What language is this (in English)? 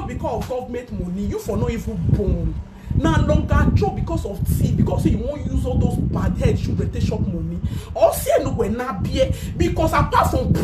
Nigerian Pidgin